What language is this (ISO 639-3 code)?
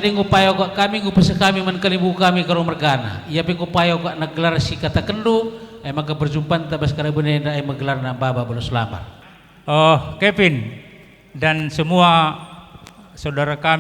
btx